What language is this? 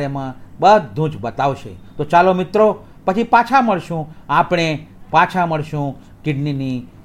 Gujarati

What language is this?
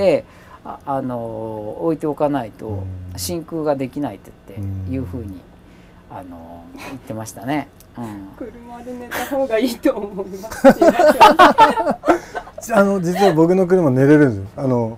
Japanese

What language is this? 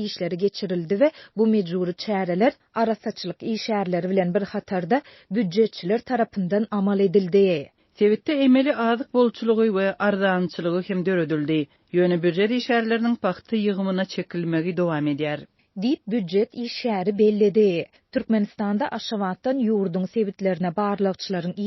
Turkmen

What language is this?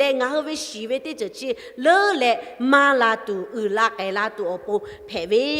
Lahu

